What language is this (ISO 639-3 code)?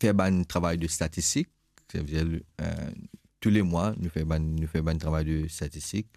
mfe